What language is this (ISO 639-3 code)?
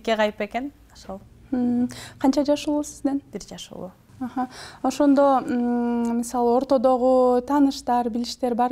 kir